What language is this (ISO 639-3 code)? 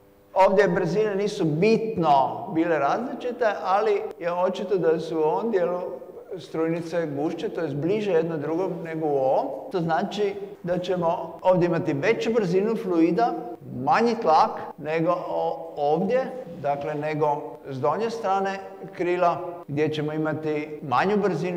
hrv